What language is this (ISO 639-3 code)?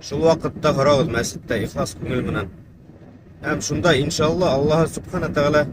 bak